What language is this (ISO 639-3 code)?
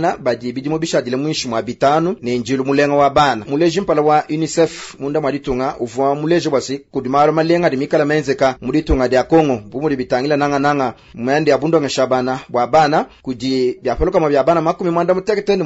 lua